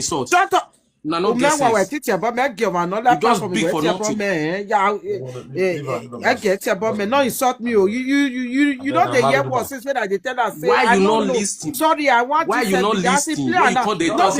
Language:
Nigerian Pidgin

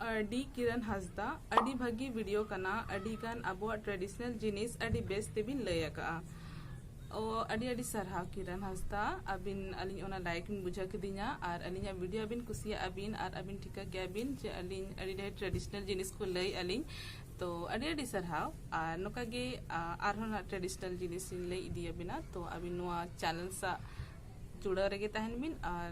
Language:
Santali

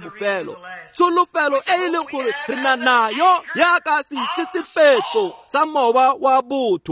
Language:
Tswana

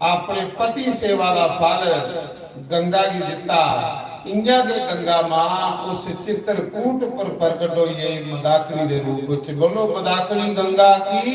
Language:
Dogri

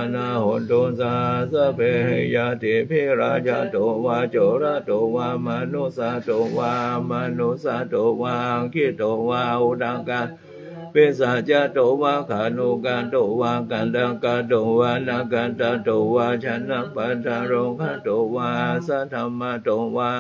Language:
Pali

